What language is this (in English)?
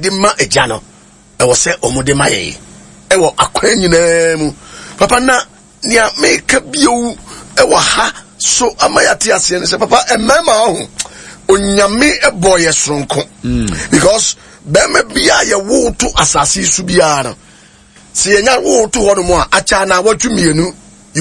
Akan